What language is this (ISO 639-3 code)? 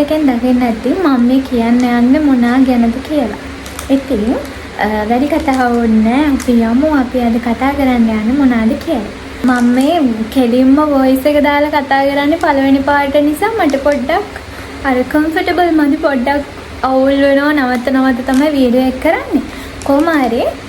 sin